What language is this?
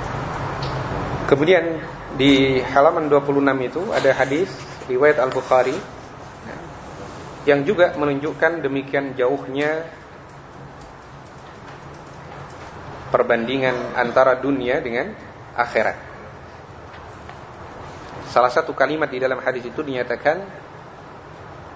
Indonesian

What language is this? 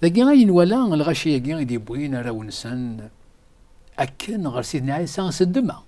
Kabyle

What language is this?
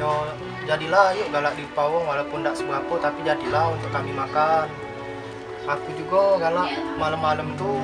Musi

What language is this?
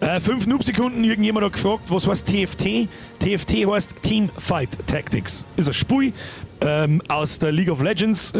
Bavarian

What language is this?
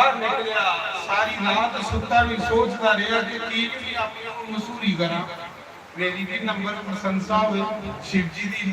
Dogri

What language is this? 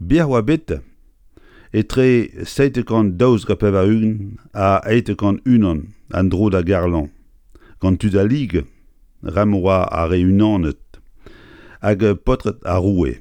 Breton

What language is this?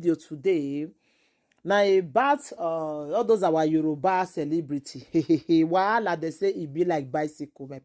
Nigerian Pidgin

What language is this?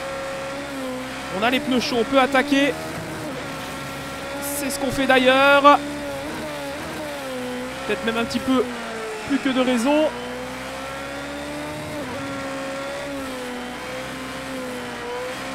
French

